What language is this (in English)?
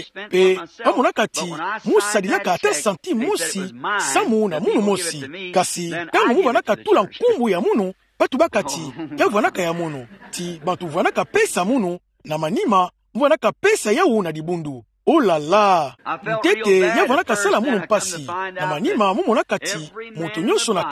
Kituba (Democratic Republic of Congo)